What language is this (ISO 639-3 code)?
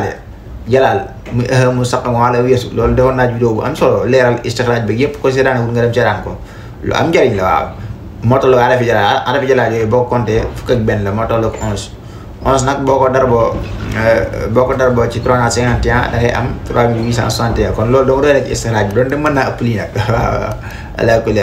wol